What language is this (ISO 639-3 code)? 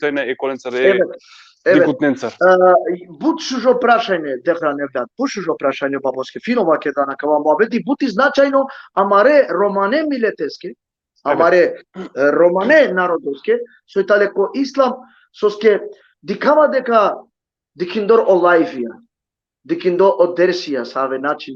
rmn